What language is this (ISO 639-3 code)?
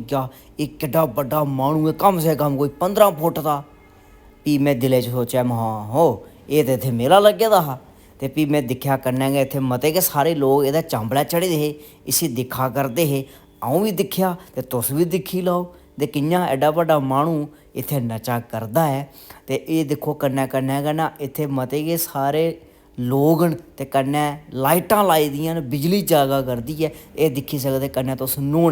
doi